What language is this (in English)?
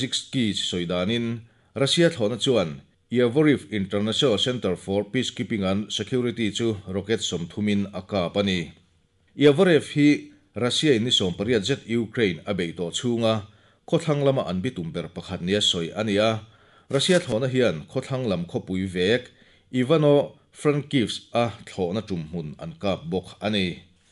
Mizo